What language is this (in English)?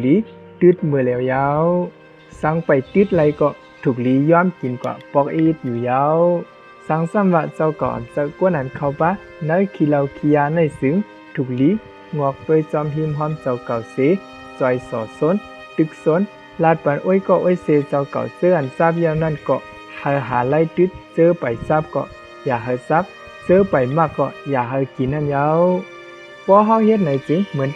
Shan